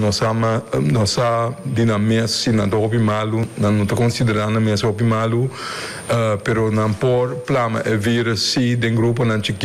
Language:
Papiamento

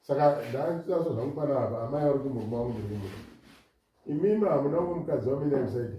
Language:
Shona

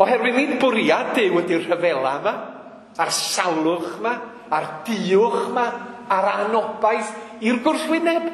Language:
Welsh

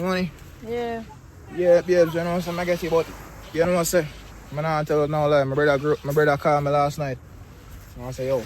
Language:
Jamaican Creole English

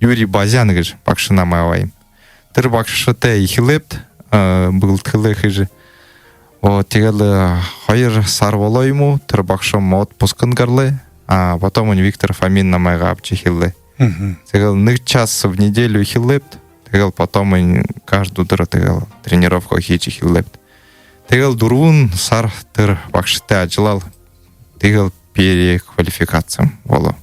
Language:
Buriat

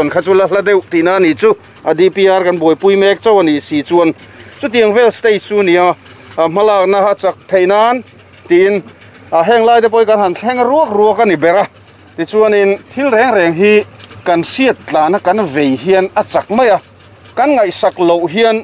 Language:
Mizo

